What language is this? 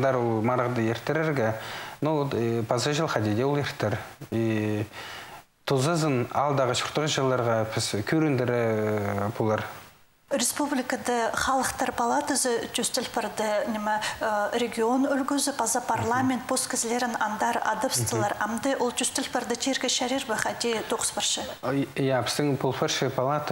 Khakas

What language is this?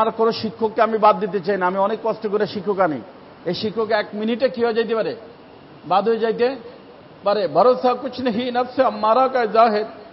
Bangla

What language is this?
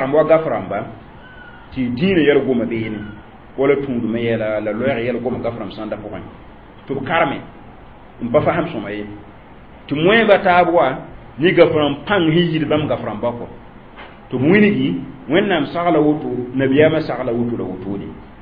Mossi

